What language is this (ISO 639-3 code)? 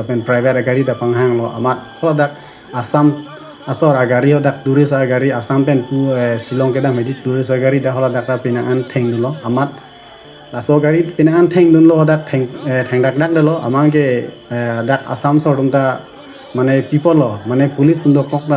mjw